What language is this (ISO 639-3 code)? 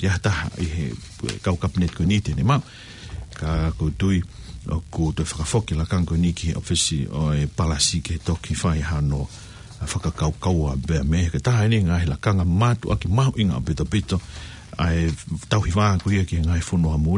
ton